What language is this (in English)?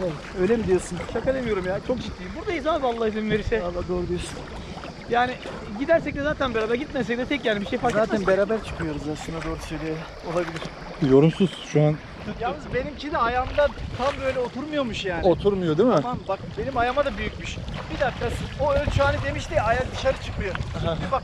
Turkish